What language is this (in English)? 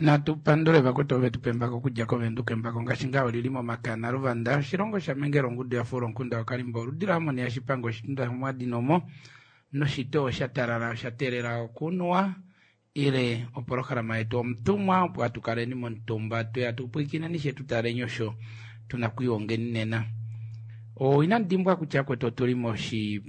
Kuanyama